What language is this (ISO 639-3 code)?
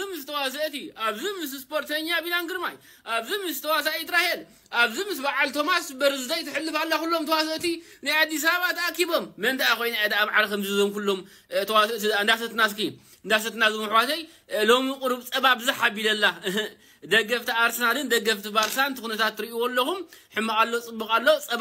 tir